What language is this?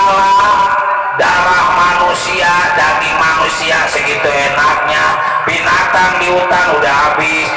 Betawi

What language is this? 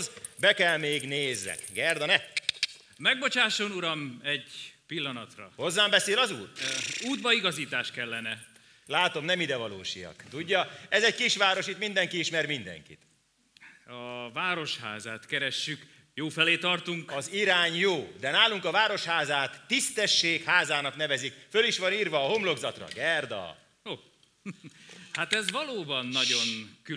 Hungarian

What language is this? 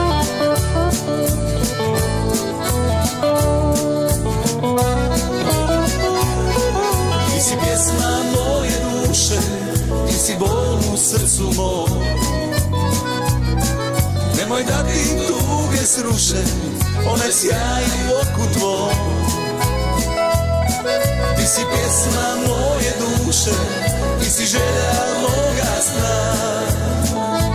Croatian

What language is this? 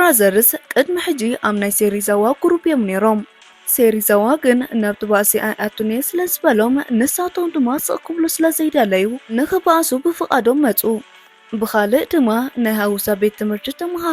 Tigrinya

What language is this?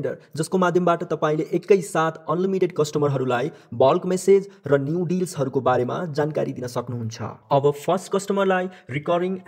Nepali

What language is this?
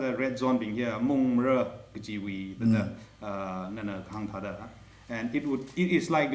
Tangkhul Naga (India)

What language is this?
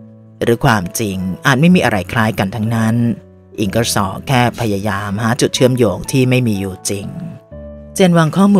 Thai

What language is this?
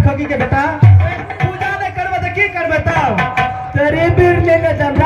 Maithili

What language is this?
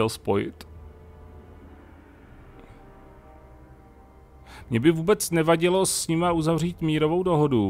Czech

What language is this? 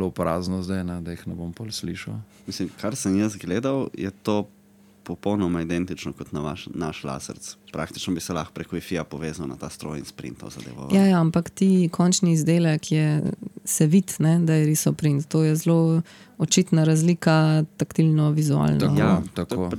Slovenian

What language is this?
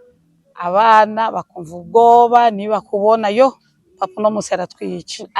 Rundi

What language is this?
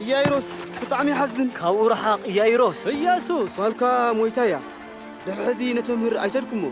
Tigrinya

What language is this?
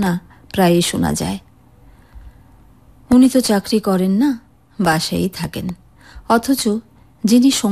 Bangla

